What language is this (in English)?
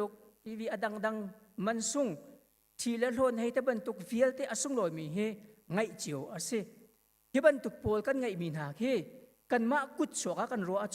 Hakha Chin